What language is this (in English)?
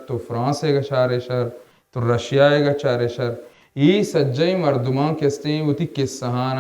Baluchi